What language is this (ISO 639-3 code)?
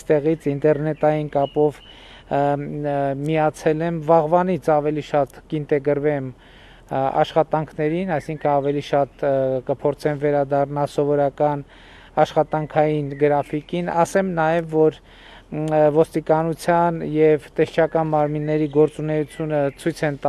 hye